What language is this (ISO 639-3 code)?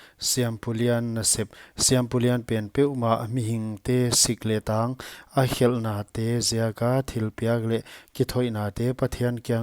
pck